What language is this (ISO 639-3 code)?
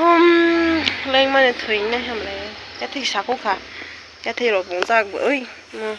trp